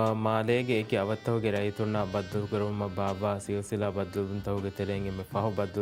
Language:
Divehi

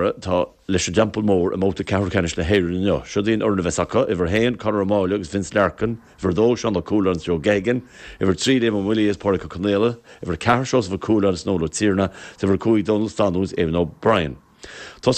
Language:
Irish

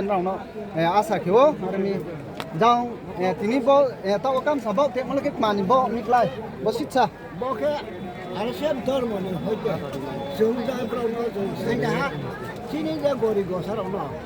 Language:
Riang (India)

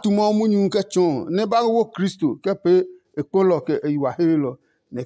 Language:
Adangme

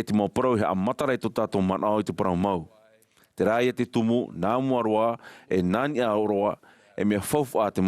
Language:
Tahitian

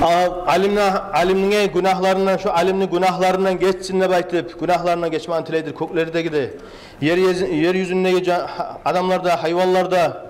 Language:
Kumyk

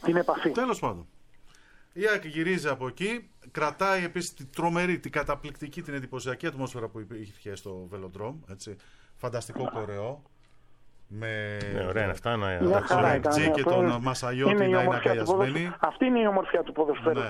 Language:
Greek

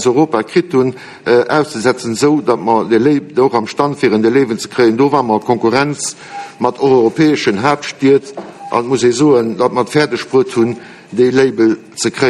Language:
Luxembourgish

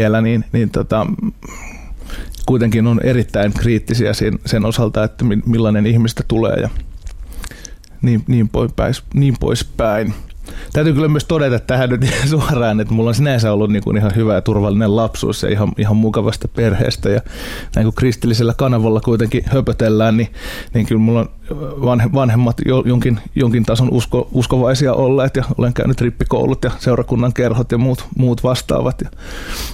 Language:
Finnish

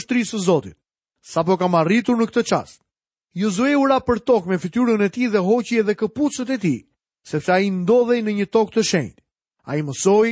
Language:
Albanian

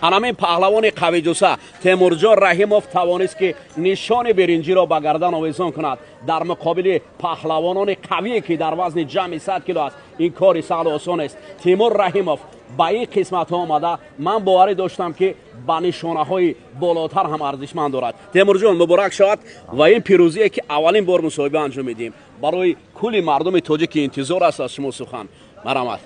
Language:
Tajik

